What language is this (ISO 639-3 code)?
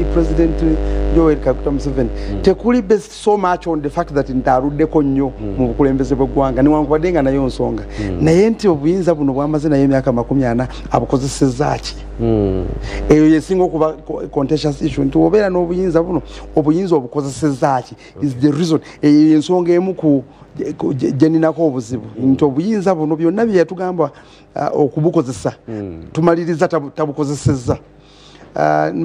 lug